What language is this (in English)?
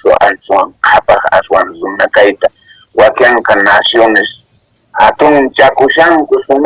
Quechua